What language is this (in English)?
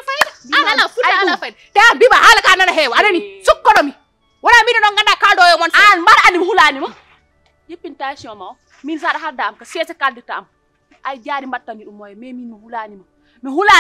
Fula